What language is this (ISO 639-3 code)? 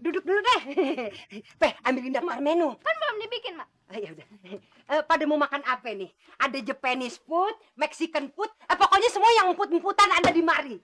bew